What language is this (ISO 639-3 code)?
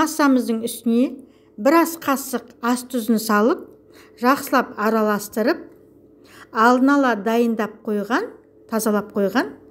kaz